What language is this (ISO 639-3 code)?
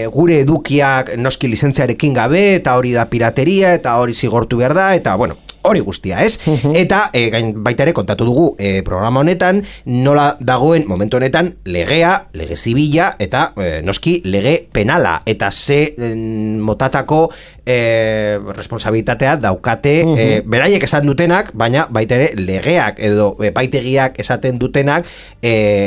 eus